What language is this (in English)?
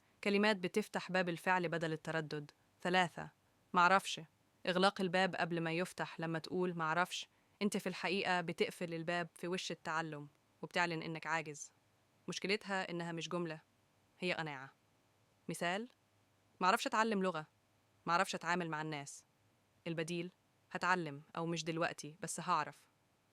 Egyptian Arabic